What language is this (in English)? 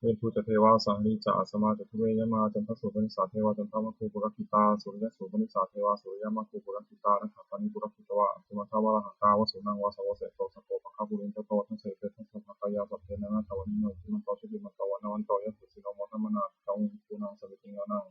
Pali